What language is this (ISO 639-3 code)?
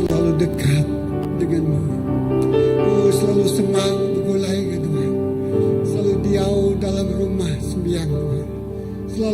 iba